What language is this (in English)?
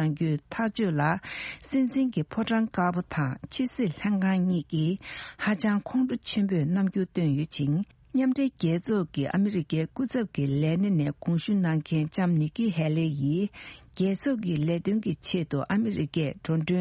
Tibetan